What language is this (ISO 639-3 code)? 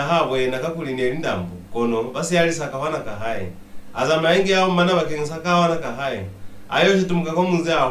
loz